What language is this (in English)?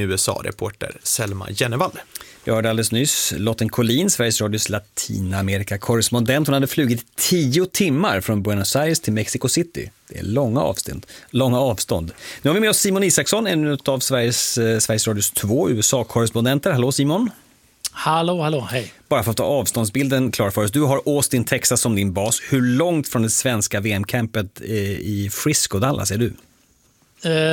Swedish